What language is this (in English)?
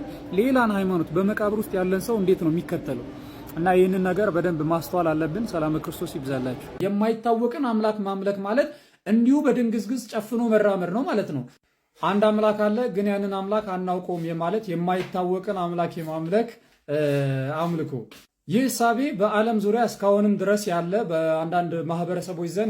Amharic